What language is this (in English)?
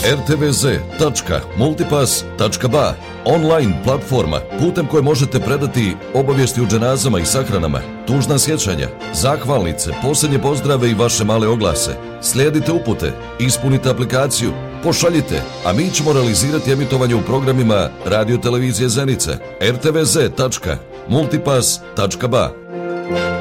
Bosnian